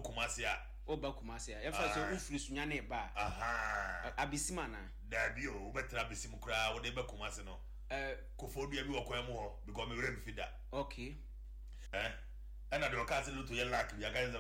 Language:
Akan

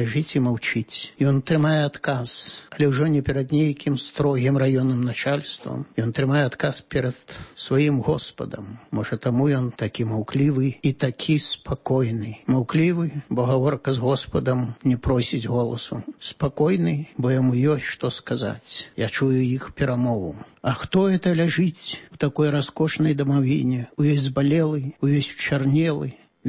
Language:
Belarusian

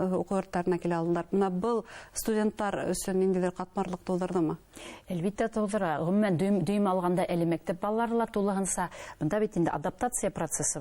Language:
Bashkir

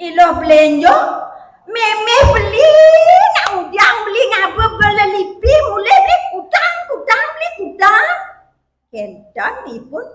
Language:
Balinese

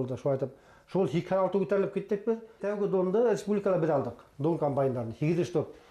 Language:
Bashkir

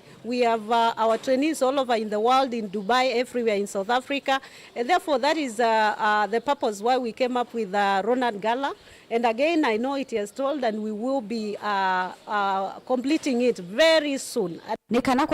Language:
Kamba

